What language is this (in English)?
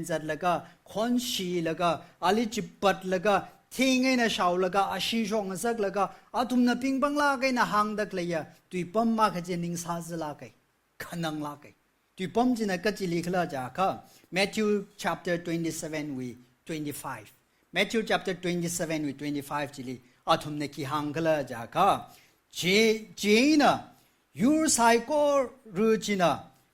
Tangkhul Naga (India)